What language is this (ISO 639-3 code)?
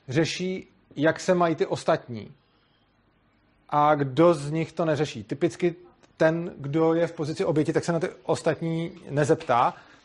ces